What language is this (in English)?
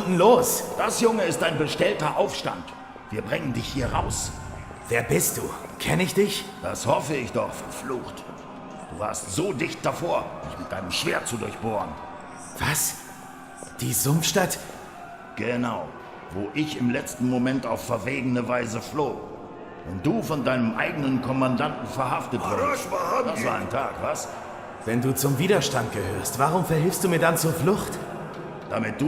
Swiss German